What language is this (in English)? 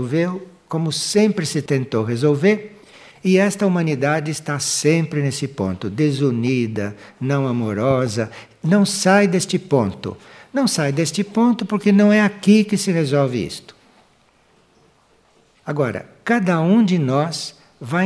Portuguese